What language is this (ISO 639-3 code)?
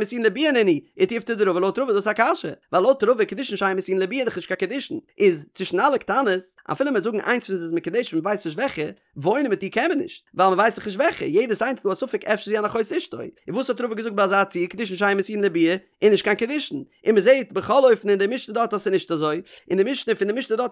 yid